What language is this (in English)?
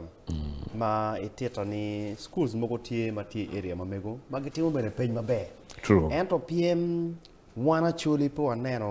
Acoli